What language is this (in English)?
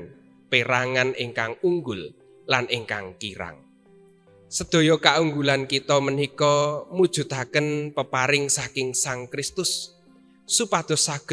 Javanese